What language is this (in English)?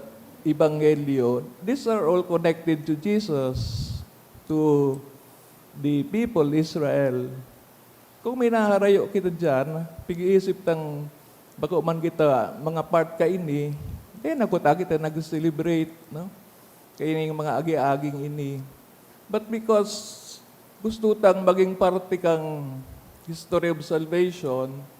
Bikol